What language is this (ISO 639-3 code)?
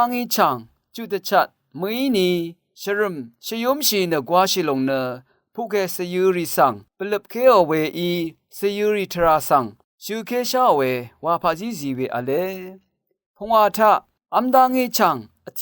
raw